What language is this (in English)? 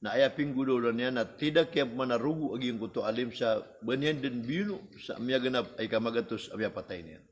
Maranao